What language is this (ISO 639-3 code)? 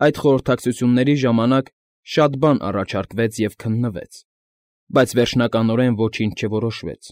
hye